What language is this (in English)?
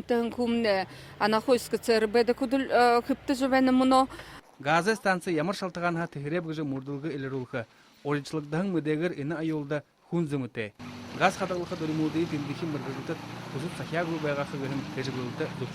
Buriat